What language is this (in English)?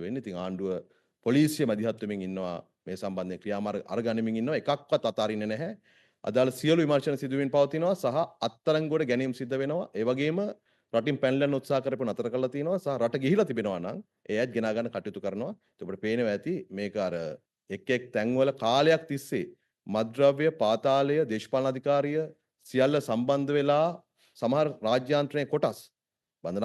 Sinhala